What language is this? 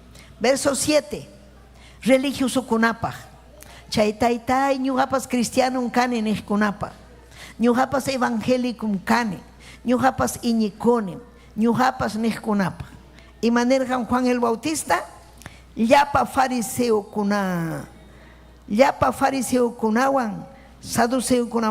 Ayacucho Quechua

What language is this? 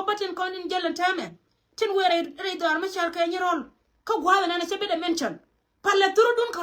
Nuer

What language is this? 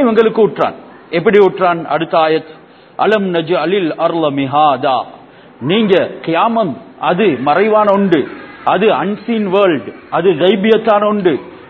Tamil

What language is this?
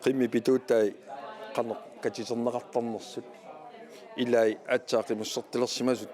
Kalaallisut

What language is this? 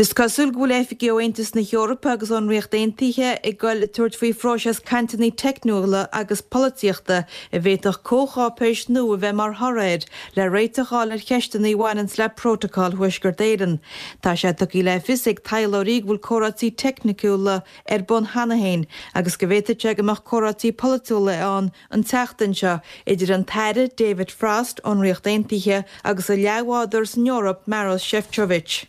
Irish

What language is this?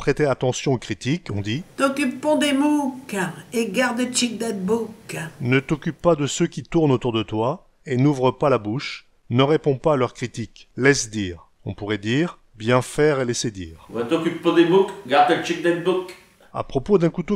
Picard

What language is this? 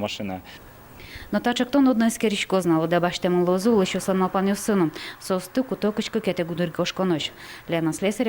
Udmurt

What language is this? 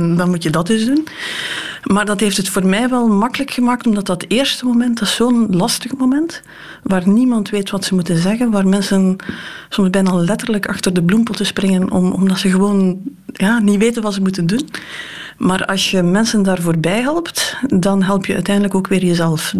Dutch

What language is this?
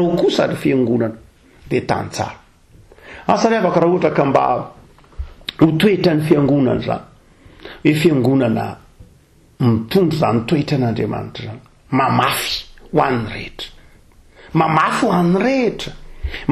Malagasy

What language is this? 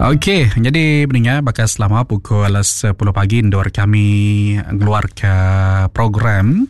Iban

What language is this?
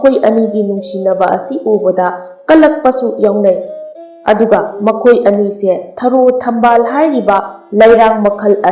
Manipuri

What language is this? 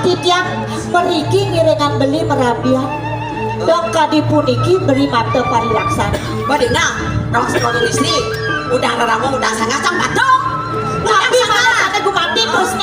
Balinese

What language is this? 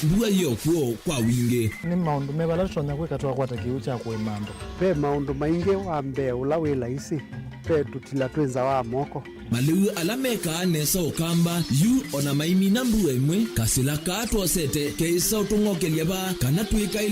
Kamba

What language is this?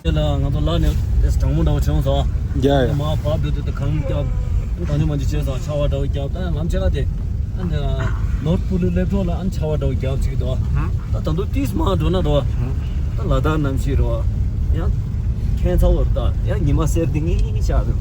Tibetan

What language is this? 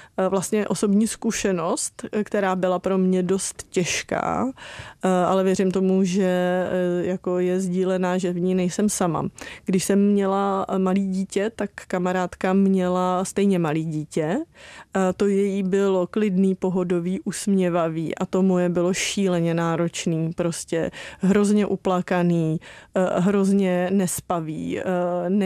Czech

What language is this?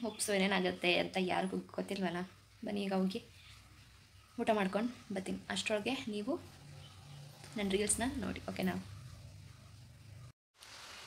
Kannada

